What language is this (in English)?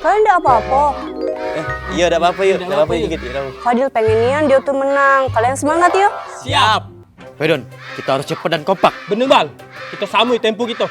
Musi